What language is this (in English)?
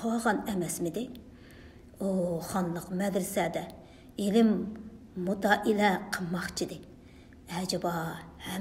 Uyghur